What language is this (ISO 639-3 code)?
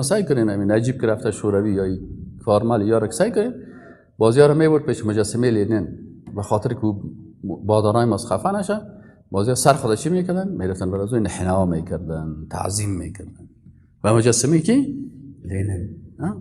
fas